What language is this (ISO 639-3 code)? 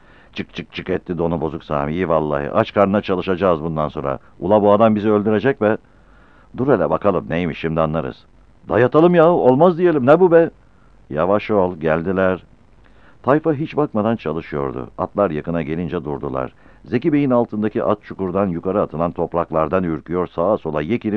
tur